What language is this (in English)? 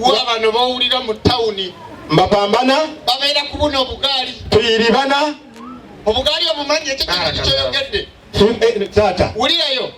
Ganda